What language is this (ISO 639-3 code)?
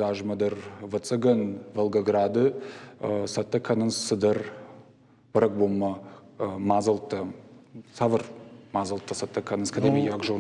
oss